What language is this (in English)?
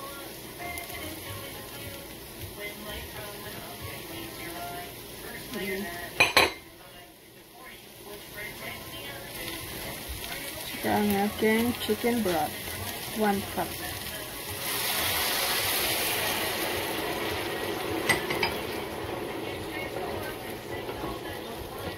Filipino